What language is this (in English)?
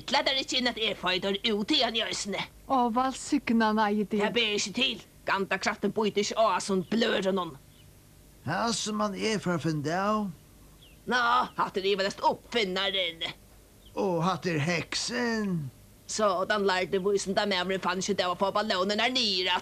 Faroese